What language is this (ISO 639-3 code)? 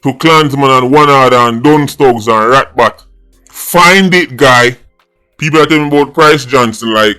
jam